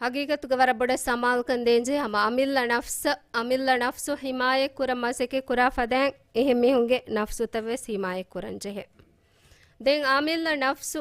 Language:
Divehi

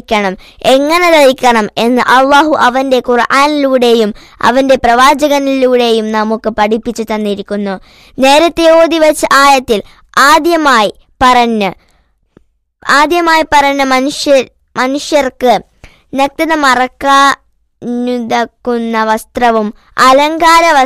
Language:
Malayalam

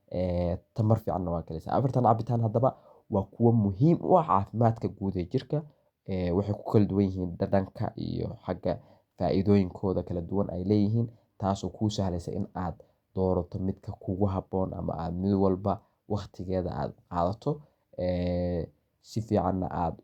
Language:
Somali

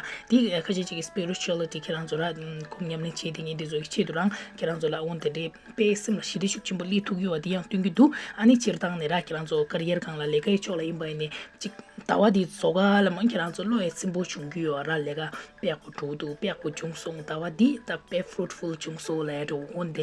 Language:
Tibetan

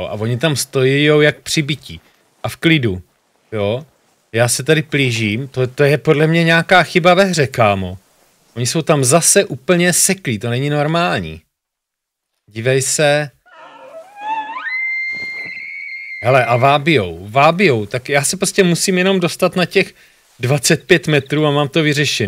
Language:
Czech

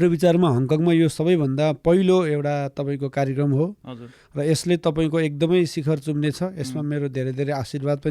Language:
Nepali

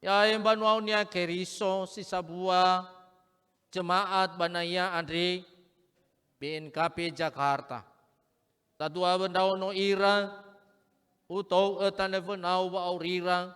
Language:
Nias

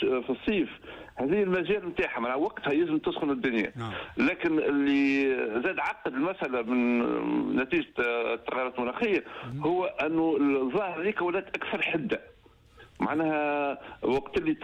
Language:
Tunisian Arabic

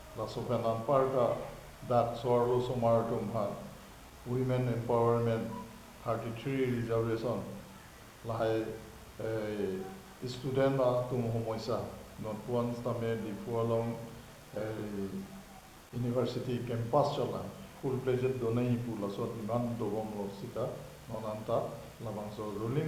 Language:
Karbi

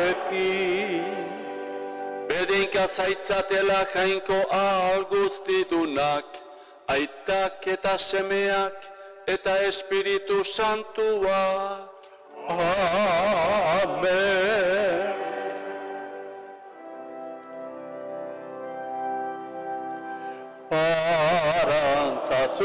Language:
Basque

